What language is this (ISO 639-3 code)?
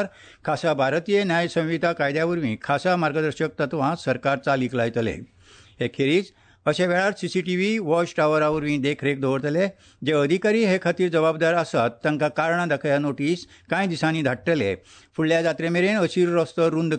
kok